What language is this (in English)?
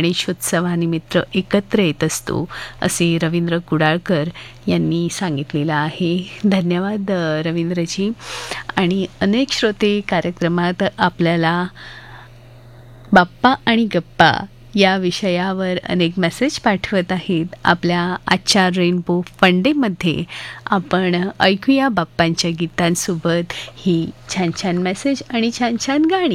Marathi